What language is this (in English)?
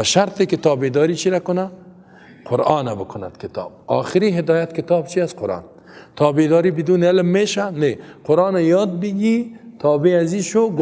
Persian